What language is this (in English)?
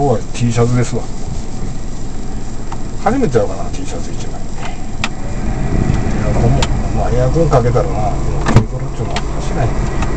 Japanese